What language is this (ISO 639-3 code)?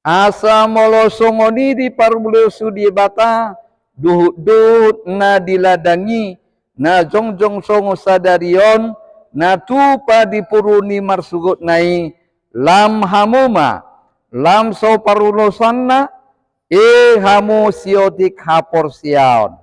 bbc